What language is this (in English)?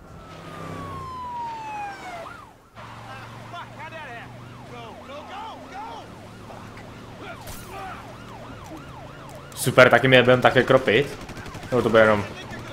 Czech